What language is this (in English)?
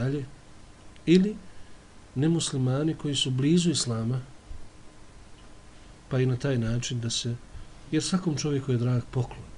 Bosnian